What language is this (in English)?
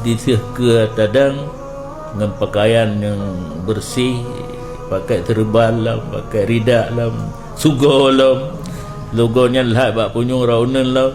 Achinese